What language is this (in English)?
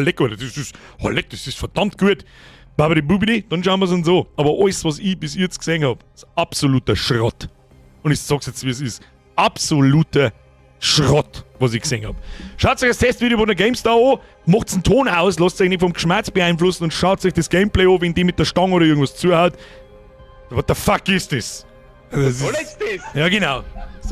Bavarian